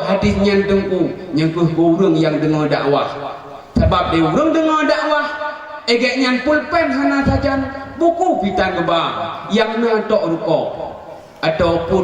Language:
Achinese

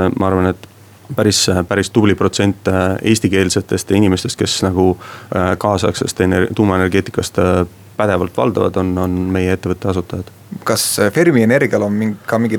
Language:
Estonian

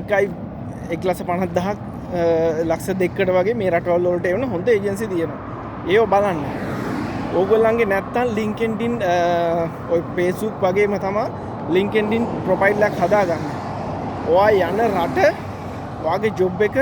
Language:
Sinhala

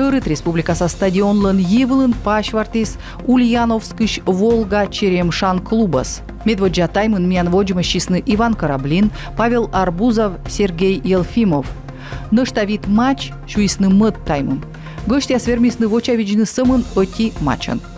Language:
Komi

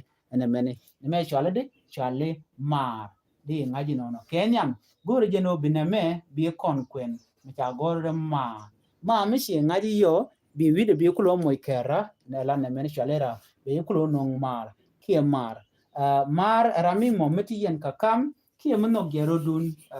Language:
Nuer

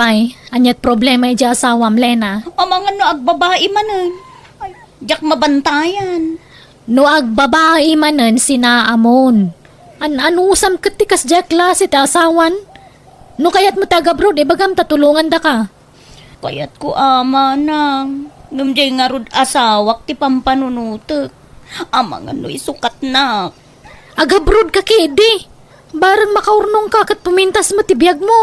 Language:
Iloko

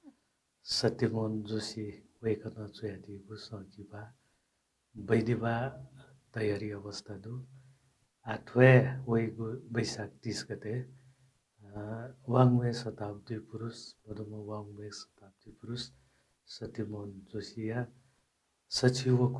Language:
Newari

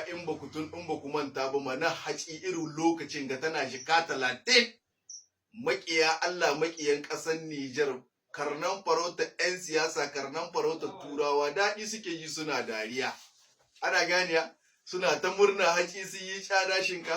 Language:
Hausa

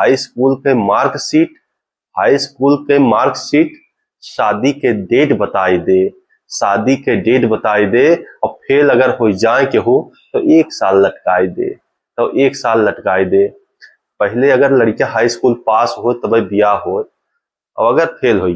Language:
Awadhi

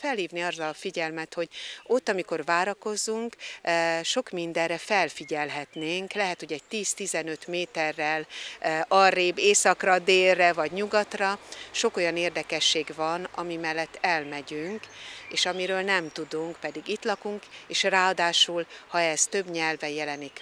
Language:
Hungarian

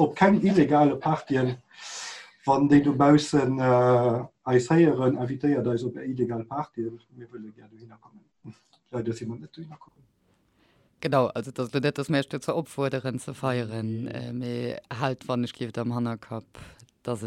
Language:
Luxembourgish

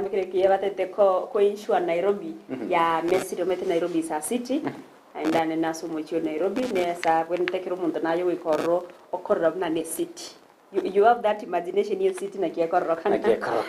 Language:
Gusii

